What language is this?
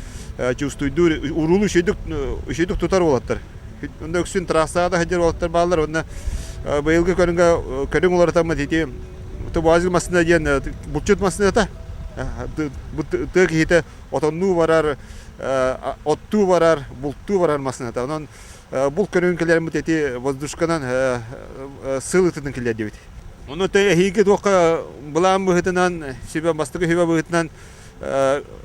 Yakut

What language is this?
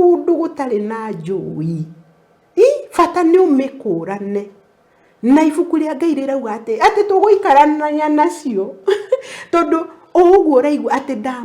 Kikuyu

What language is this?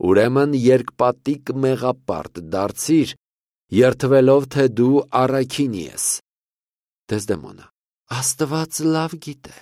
Armenian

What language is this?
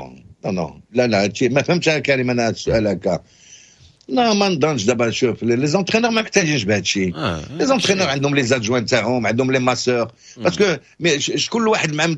Moroccan Arabic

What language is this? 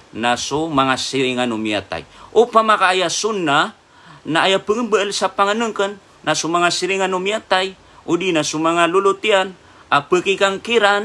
Maranao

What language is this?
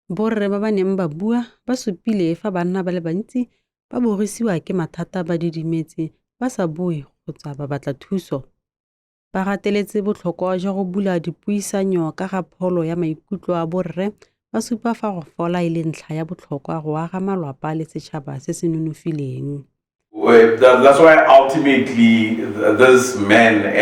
Tswana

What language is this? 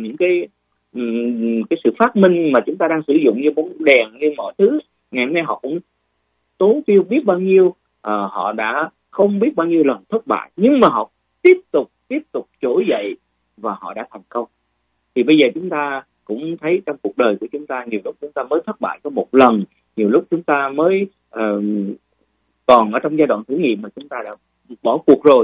Vietnamese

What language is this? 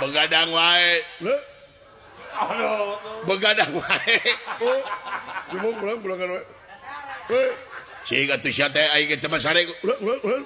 Sundanese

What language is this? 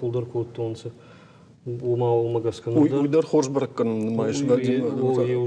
Ossetic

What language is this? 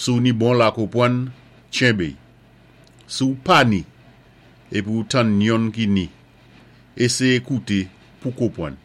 Saint Lucian Creole French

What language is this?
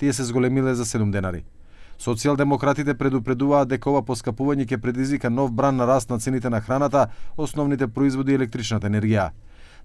Macedonian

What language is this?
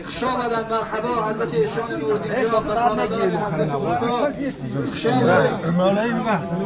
Tajik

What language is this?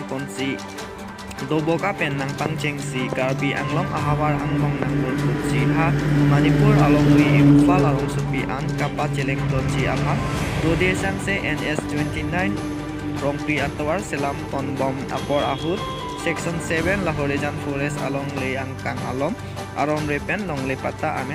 Karbi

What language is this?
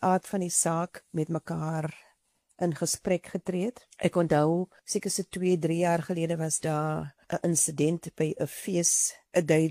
Afrikaans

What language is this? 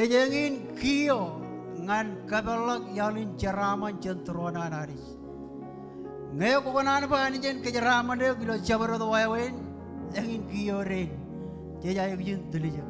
Marshallese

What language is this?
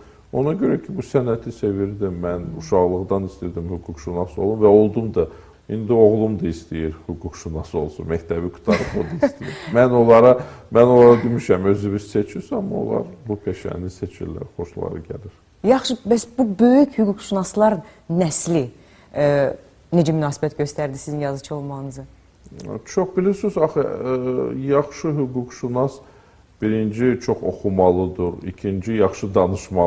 Azerbaijani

